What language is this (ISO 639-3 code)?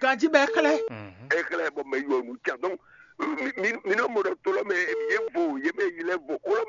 fon